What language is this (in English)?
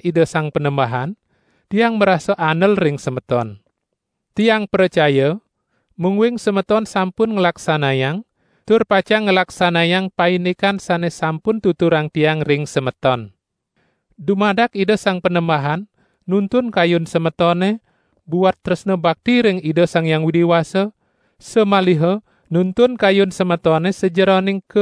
Balinese